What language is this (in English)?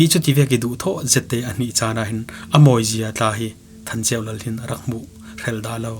Falam Chin